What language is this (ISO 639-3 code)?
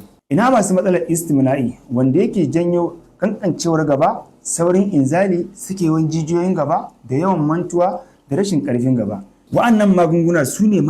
hau